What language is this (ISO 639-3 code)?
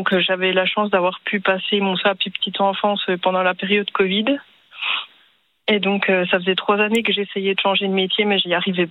fra